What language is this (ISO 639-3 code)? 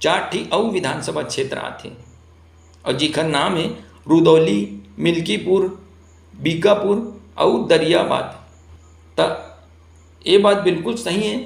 hne